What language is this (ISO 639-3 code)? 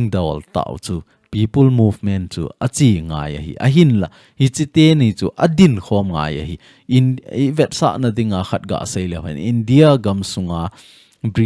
tcz